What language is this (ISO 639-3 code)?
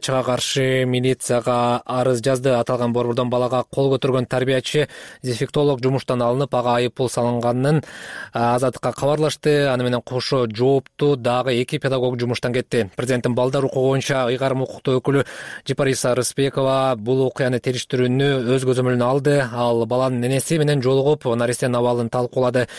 kir